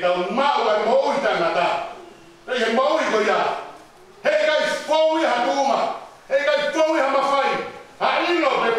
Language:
Tongan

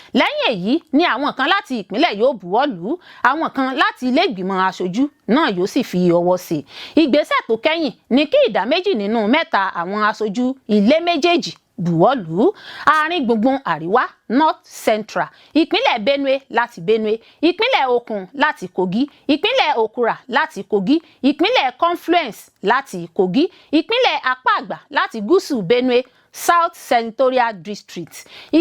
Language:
Yoruba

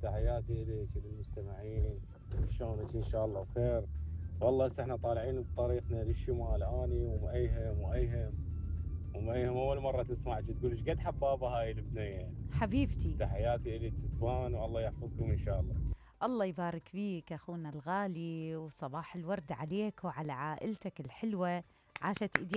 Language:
Mesopotamian Arabic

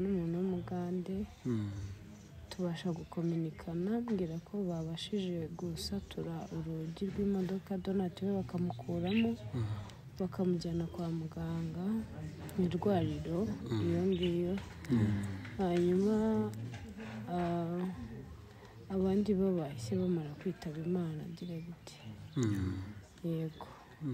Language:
Kinyarwanda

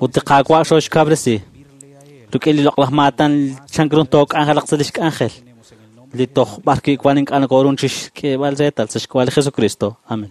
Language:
Kekchí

